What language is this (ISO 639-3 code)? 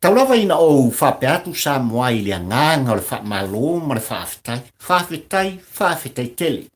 smo